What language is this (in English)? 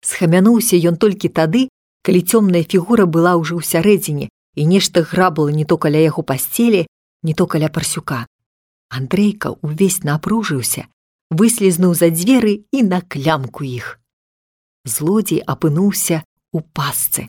Belarusian